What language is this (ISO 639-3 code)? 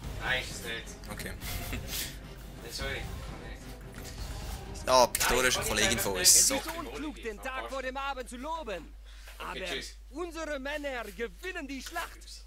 gsw